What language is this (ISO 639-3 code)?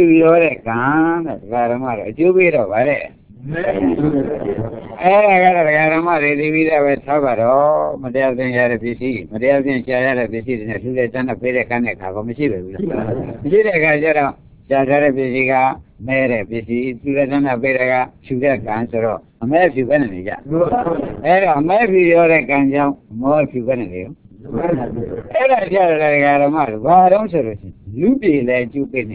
mya